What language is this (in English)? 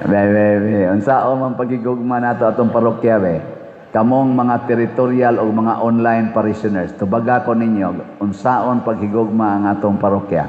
Cebuano